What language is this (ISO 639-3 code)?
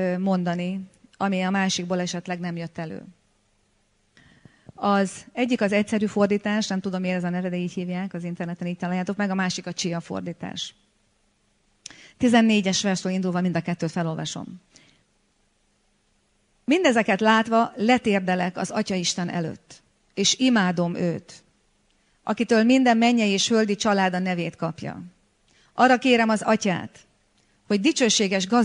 hun